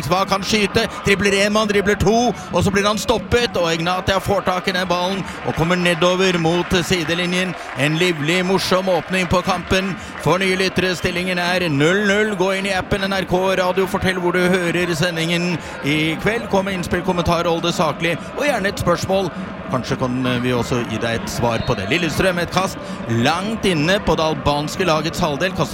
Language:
Norwegian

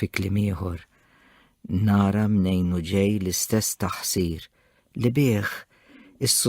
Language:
Maltese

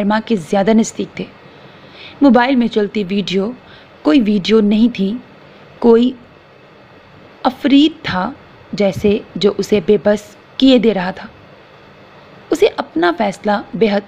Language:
Urdu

